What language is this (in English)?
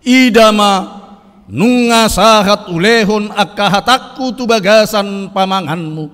Batak Toba